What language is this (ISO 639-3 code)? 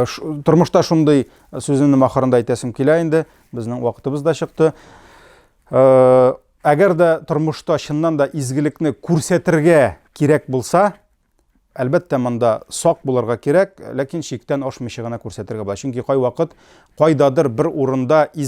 tat